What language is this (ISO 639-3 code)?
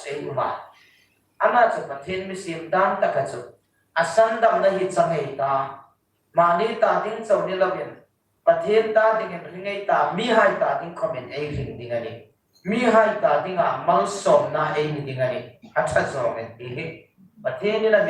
hmr